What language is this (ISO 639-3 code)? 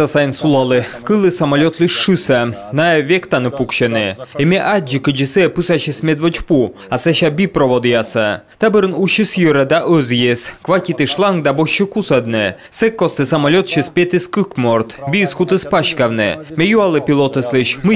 kom